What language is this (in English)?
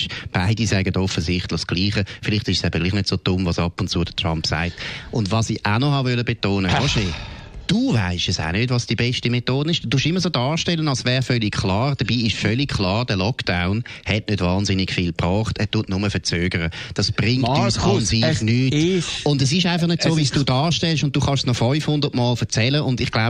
German